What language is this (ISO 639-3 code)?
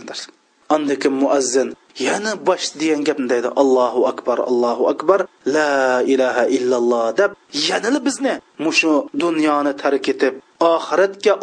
uig